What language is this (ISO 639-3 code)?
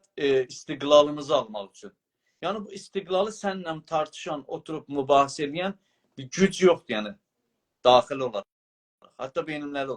azb